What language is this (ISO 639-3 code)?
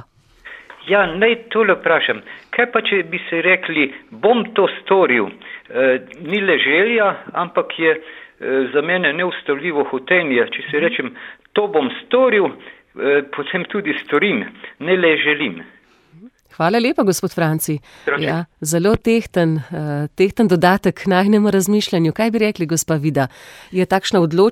slv